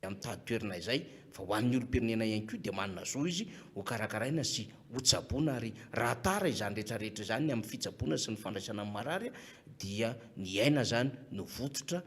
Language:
Malagasy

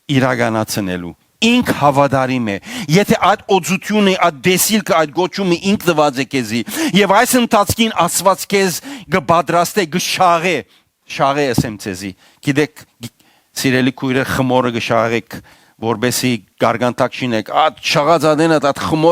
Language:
Western Armenian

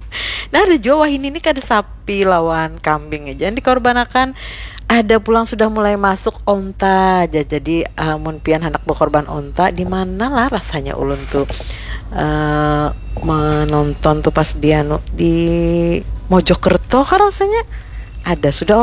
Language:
Banjar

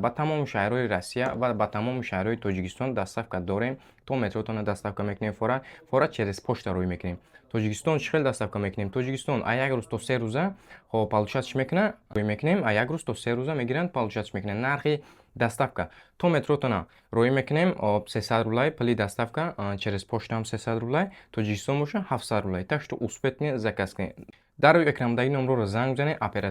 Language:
Tajik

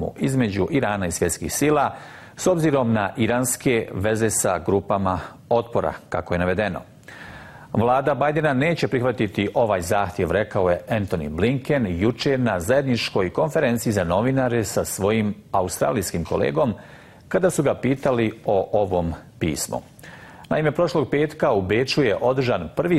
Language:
Bosnian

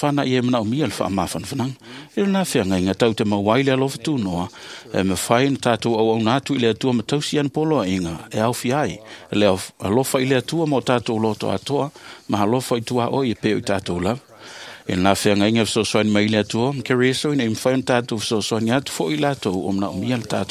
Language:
Samoan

